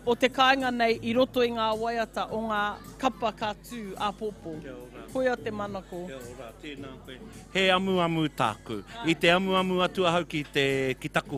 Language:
Māori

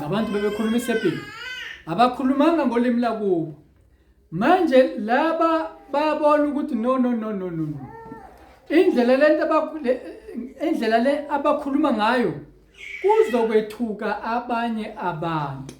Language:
Zulu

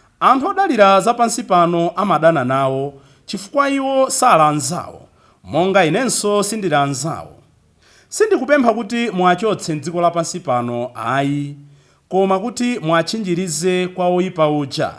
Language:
Nyanja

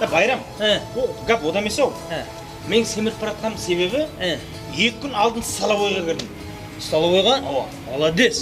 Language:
Kara-Kalpak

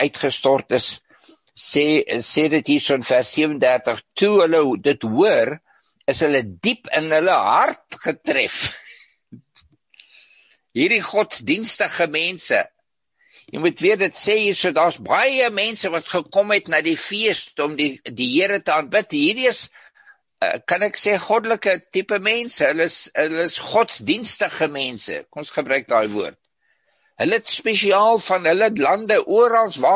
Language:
Afrikaans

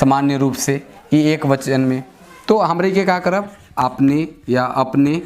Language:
Sadri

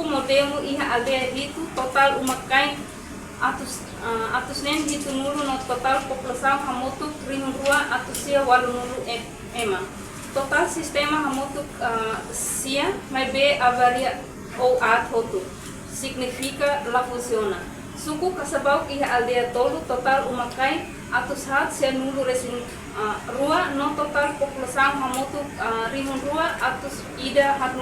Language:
Tetum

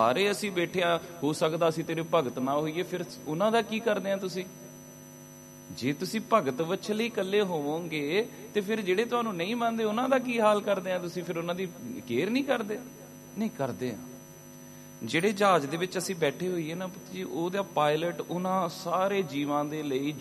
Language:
Punjabi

